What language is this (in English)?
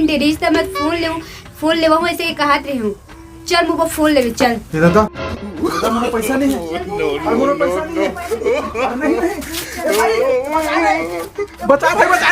Chhattisgarhi